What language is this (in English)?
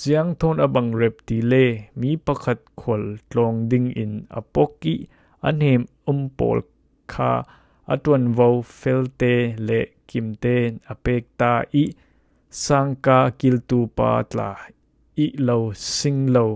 Falam Chin